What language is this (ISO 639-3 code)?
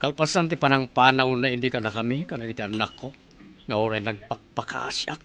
ilo